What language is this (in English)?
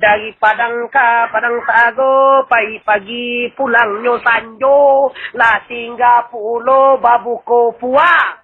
Minangkabau